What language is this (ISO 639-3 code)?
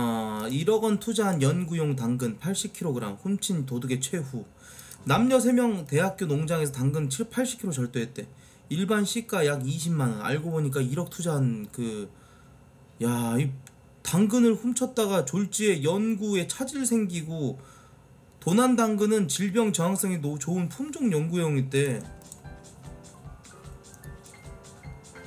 kor